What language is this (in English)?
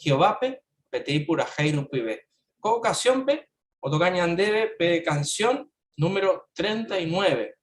Guarani